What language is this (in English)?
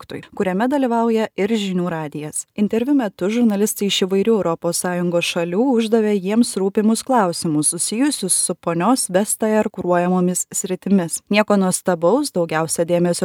Lithuanian